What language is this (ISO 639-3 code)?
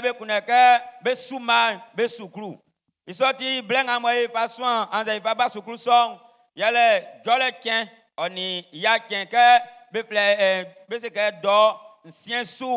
bci